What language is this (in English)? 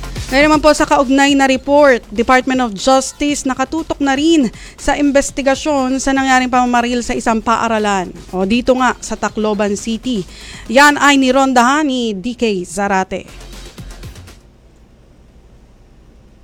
Filipino